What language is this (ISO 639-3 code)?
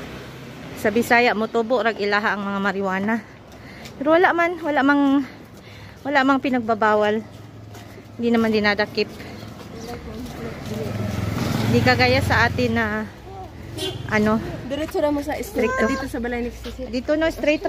fil